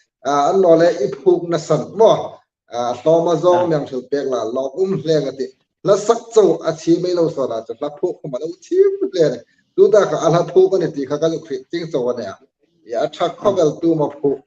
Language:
Hmar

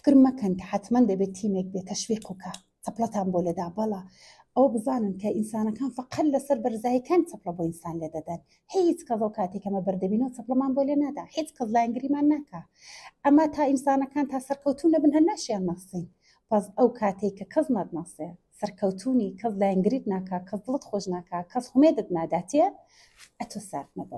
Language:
Central Kurdish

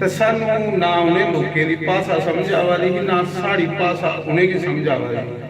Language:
Dogri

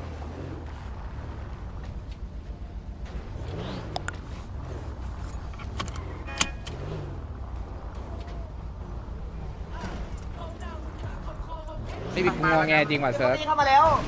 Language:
Thai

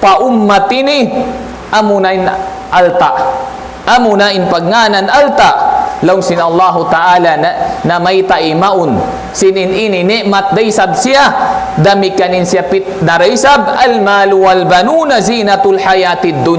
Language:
Tausug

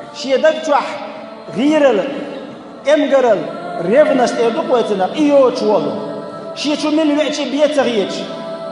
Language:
Chechen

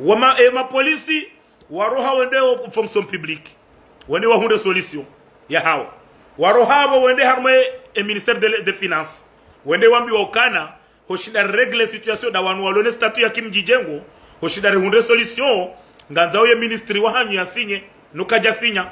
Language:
Ngazidja Comorian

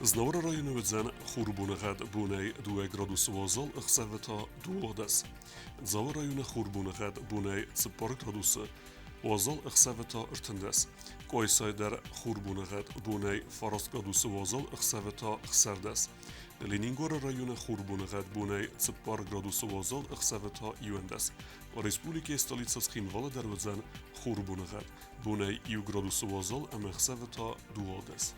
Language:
Ossetic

